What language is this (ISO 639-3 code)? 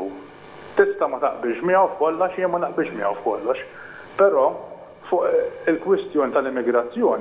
mlt